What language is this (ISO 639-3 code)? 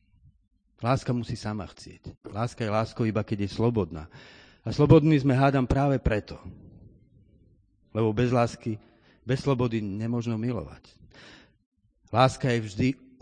slk